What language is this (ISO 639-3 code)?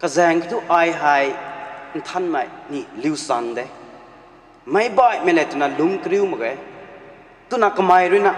nbu